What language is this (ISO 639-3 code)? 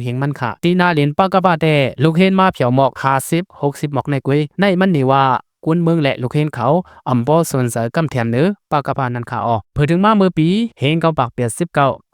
lao